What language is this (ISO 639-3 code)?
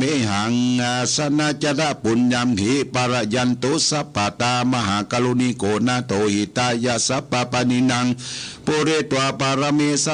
pli